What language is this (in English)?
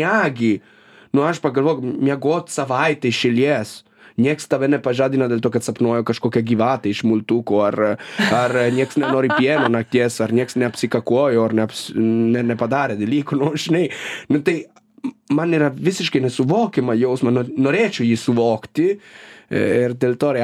Lithuanian